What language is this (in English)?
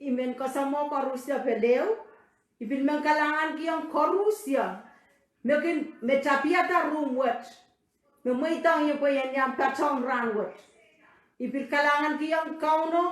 Pohnpeian